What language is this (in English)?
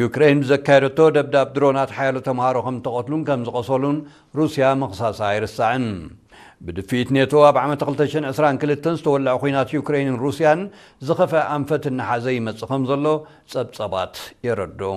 Tigrinya